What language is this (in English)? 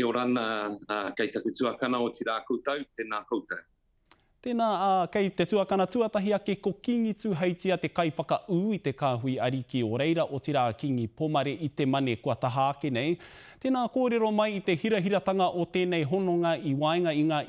Māori